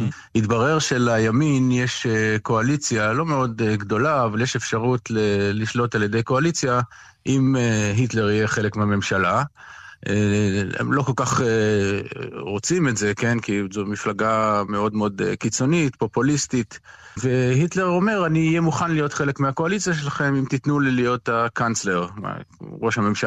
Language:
Hebrew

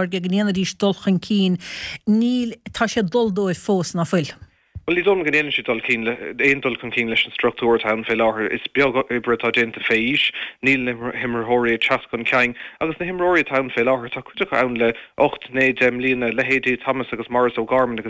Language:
Irish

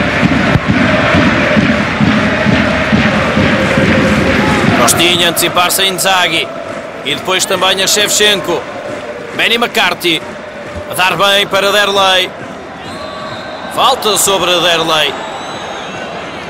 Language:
Portuguese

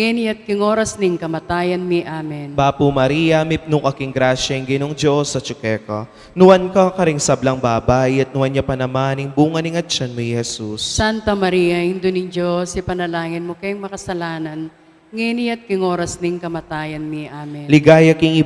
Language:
Pampanga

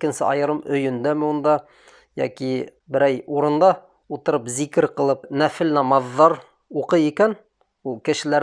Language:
Bashkir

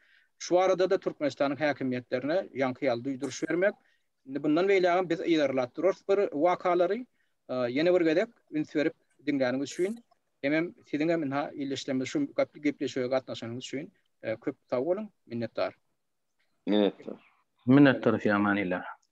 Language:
Turkmen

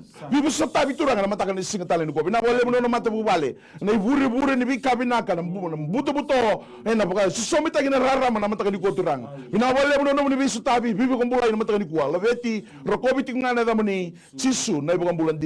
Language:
Fijian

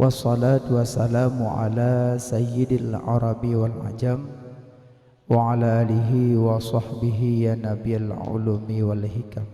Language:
Achinese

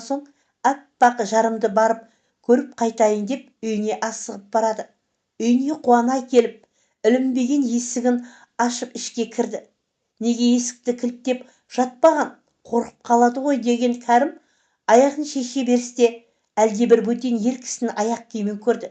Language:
Kazakh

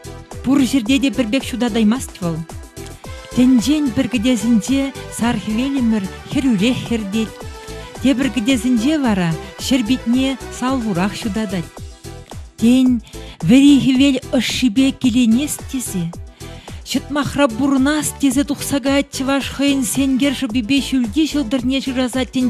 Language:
Chuvash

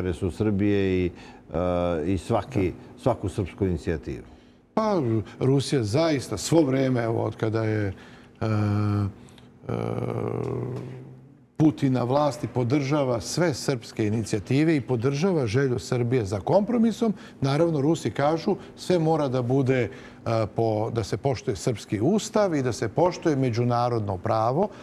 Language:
Serbian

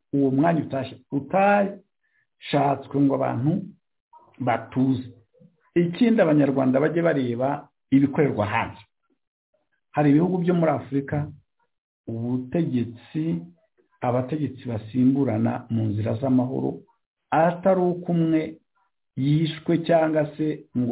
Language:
Kinyarwanda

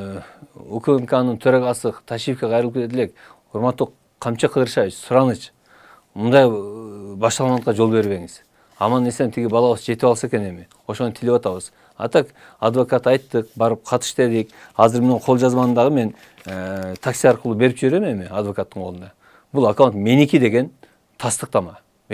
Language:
Kyrgyz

